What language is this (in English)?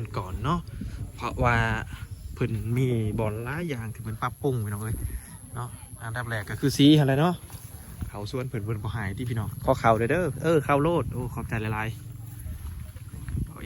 Lao